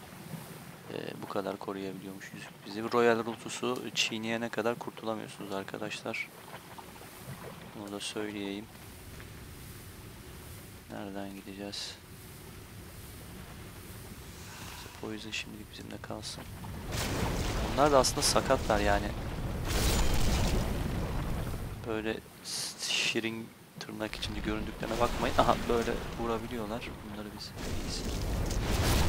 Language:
Turkish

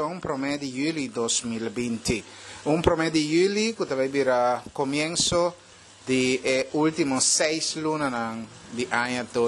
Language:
Papiamento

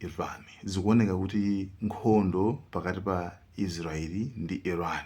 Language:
Nyanja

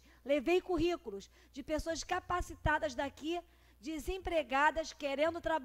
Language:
Portuguese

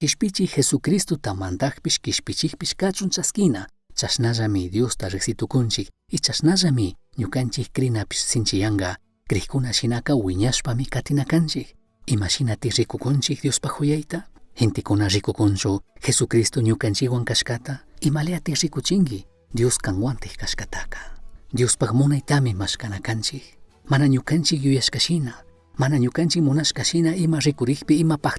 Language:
Chimborazo Highland Quichua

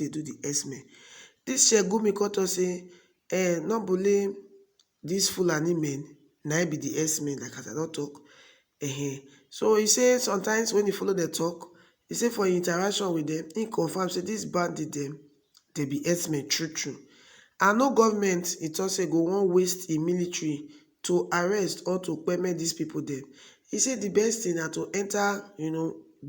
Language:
Nigerian Pidgin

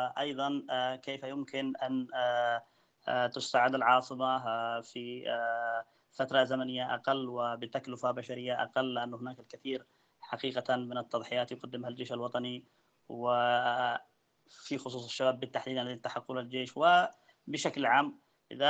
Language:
Arabic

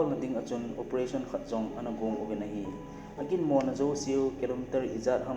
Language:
Thado Chin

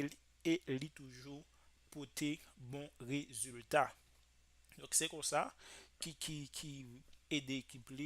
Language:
Haitian Creole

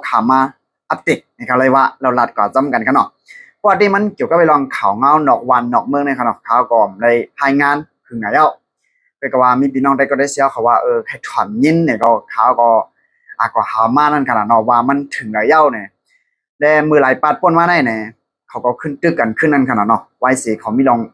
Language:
Shan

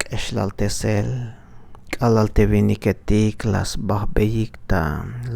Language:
Tzeltal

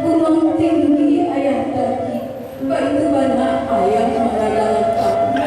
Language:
Minangkabau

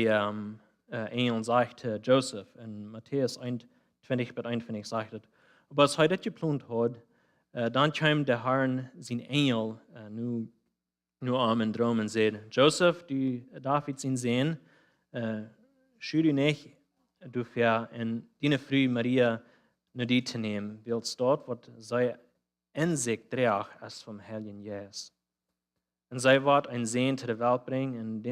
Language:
Plautdietsch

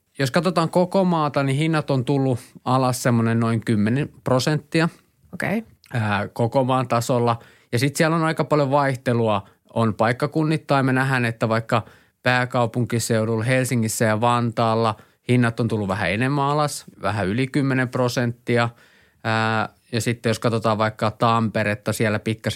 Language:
Finnish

